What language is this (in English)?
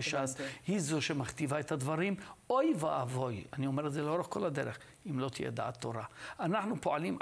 Hebrew